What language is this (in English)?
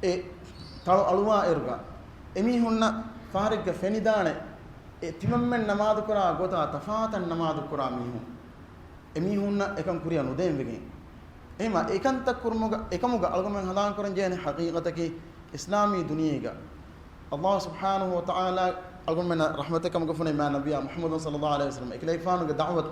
Divehi